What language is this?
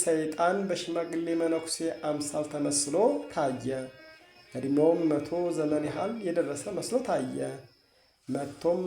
Amharic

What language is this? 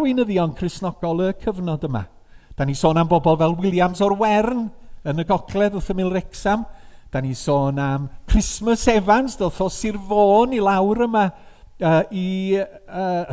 Welsh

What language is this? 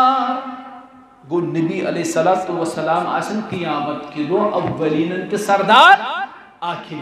Kashmiri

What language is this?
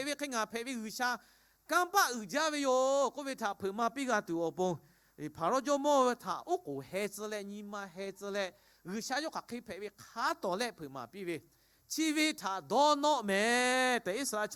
Lahu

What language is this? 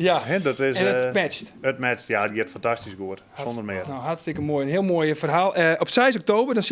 Western Frisian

